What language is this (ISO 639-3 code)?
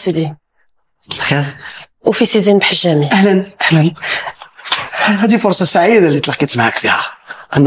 ary